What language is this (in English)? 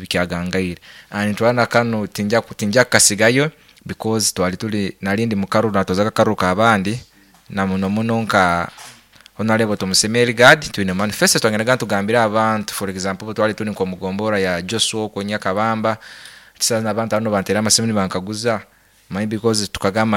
Nyankole